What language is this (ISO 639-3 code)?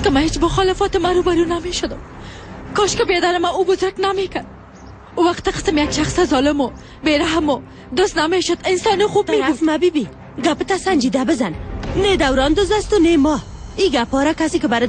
fas